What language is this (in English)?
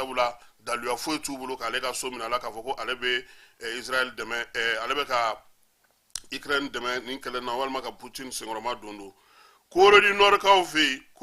Bambara